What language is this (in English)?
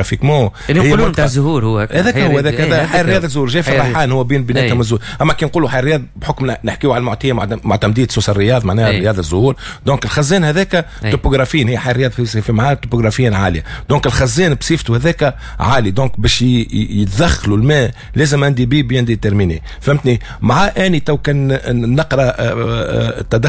Tunisian Arabic